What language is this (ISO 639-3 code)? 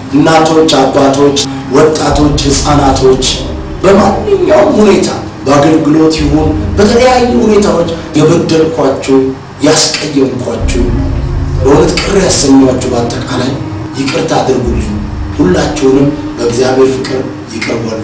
amh